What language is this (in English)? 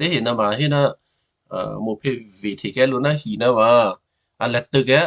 Western Kayah